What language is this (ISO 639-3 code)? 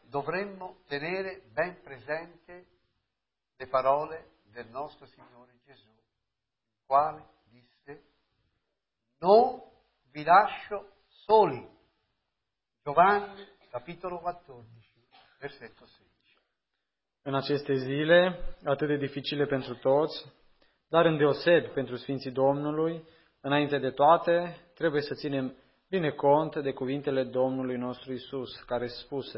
ron